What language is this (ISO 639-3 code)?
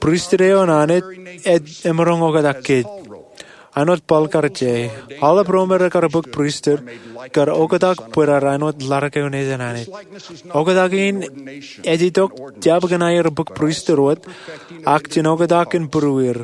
mah